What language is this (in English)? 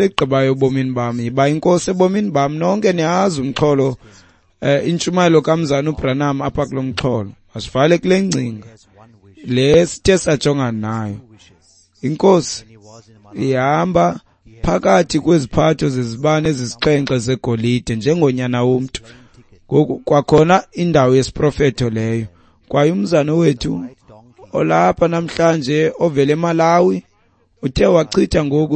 Xhosa